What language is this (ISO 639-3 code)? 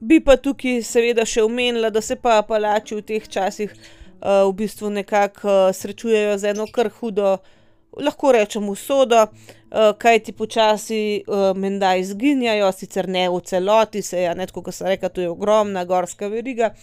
slv